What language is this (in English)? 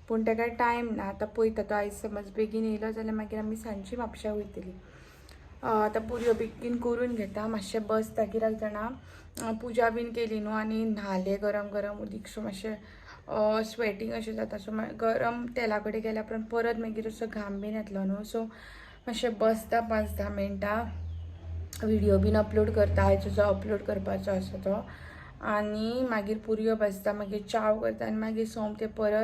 Konkani